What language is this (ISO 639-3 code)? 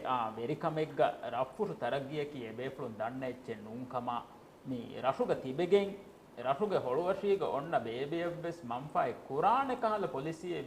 div